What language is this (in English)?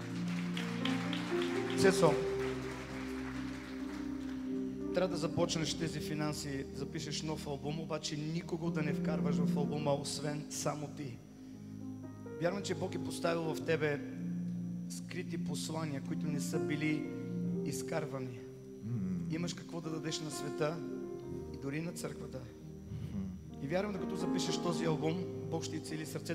Bulgarian